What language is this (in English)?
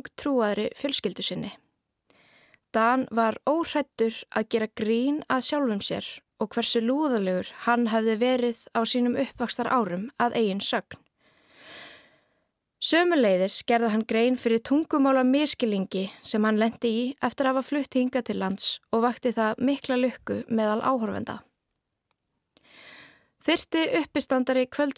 Icelandic